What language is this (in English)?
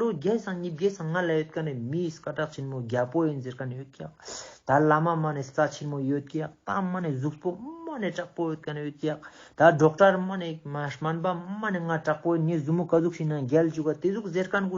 Ladakhi